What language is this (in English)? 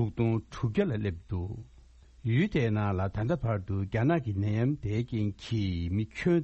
Tibetan